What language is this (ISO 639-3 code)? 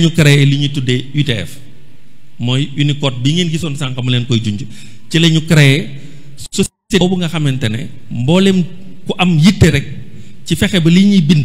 wol